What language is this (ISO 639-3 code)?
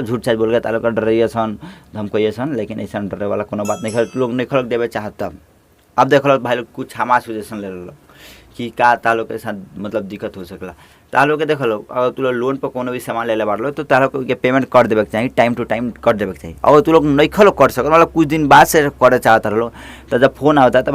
bho